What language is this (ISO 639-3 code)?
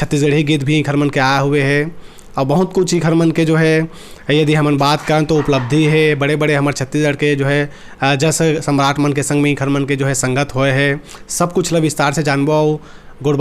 hne